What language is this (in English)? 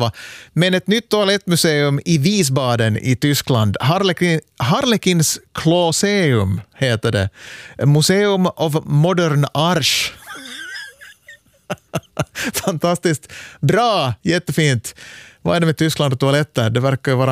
Swedish